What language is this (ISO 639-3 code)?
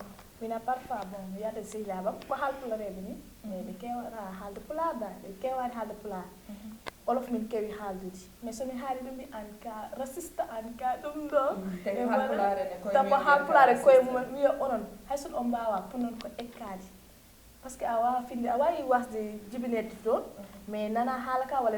ful